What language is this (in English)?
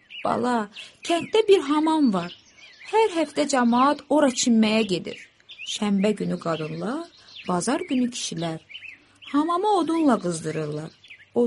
Azerbaijani